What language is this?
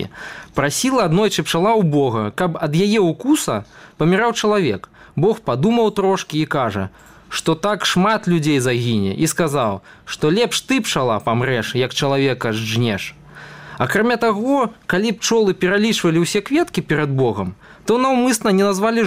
Belarusian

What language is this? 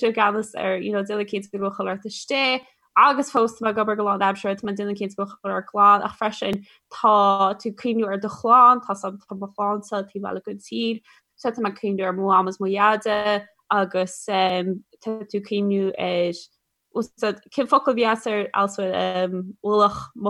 Irish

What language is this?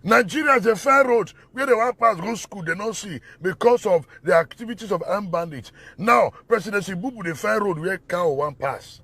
Nigerian Pidgin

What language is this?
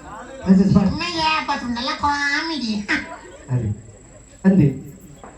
Tulu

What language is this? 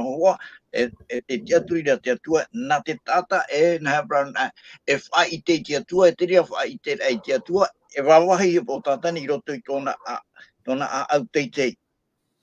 Tahitian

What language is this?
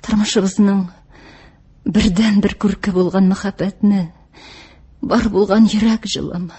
Tatar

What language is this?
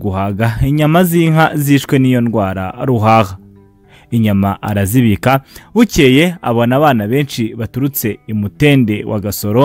Kinyarwanda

